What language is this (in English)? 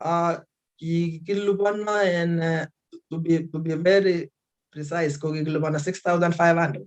Kalenjin